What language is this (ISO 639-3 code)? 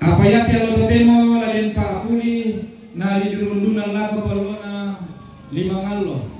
sda